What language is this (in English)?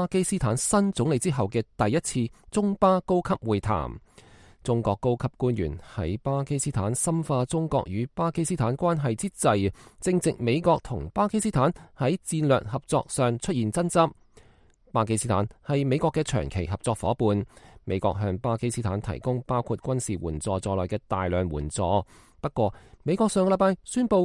Cantonese